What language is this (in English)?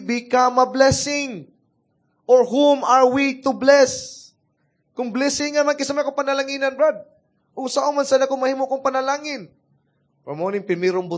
Cebuano